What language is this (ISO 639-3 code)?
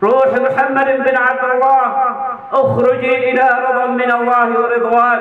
mrw